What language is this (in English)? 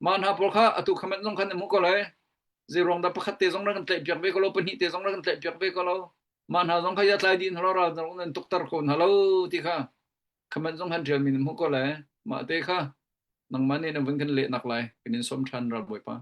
Hakha Chin